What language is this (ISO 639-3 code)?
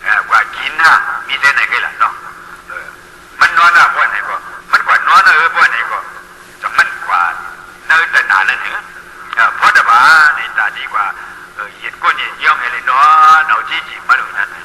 shn